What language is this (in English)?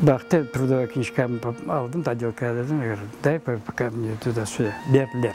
Crimean Tatar